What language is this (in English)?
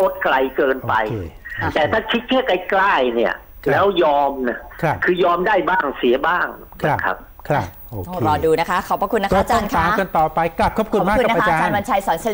Thai